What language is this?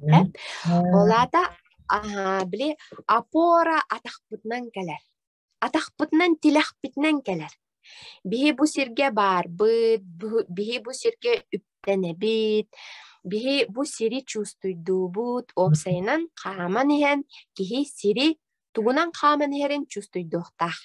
Yakut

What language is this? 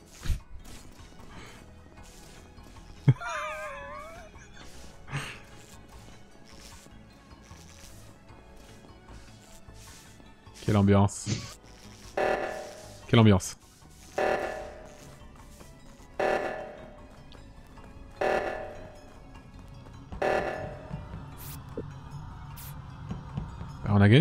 French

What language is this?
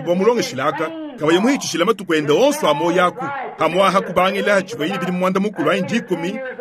Luba-Lulua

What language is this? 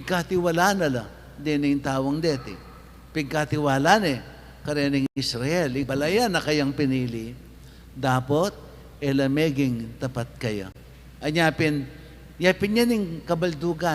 Pampanga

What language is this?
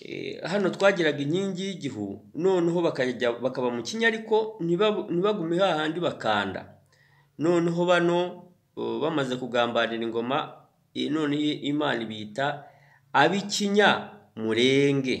Kinyarwanda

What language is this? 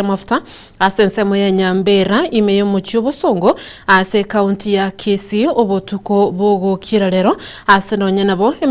Gusii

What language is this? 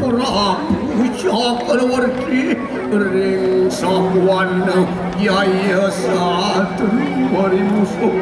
Balinese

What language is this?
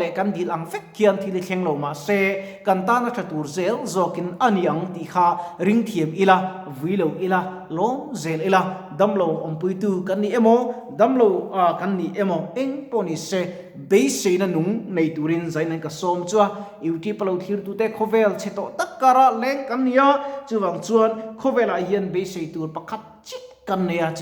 Mizo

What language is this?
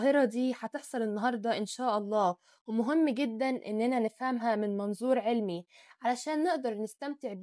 Egyptian Arabic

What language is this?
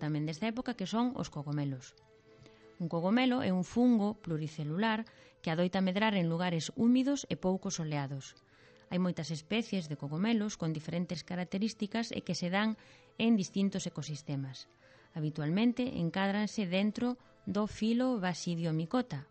Galician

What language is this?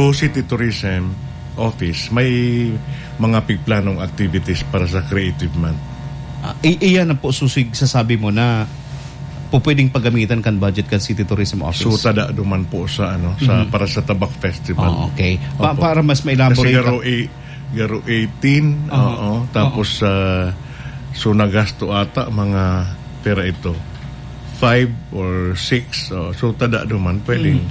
Bikol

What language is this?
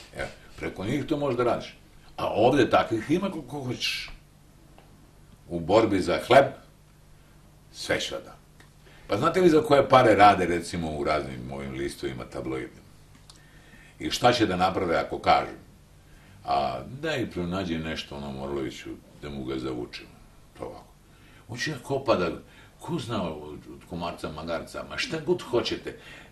Serbian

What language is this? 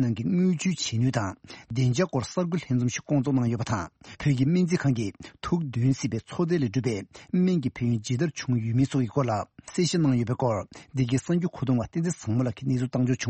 Tibetan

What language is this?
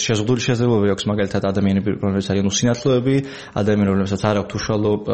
Georgian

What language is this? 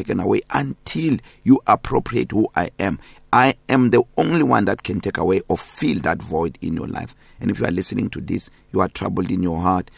English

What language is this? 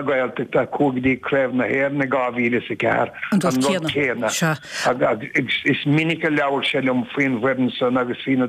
Irish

